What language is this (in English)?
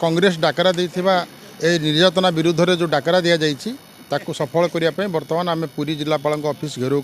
Odia